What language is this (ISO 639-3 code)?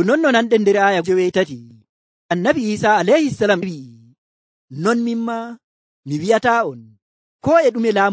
fuv